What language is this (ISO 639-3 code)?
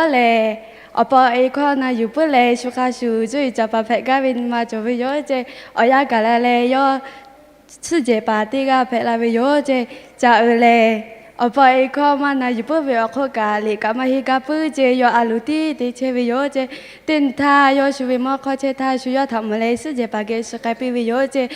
lhu